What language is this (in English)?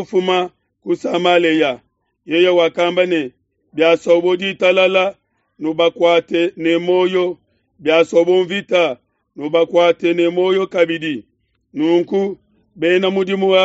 Luba-Lulua